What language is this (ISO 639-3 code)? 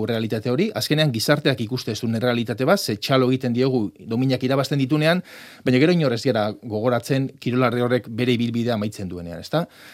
eus